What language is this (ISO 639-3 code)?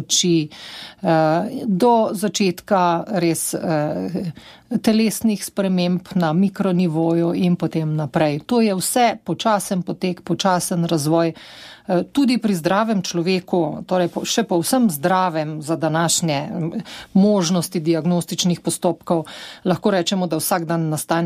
slv